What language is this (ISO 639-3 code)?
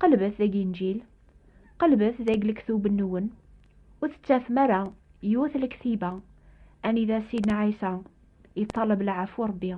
kab